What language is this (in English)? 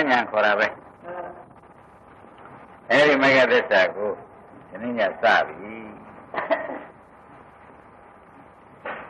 Burmese